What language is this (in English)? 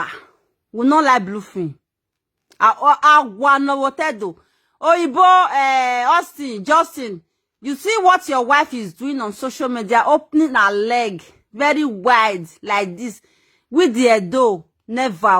Nigerian Pidgin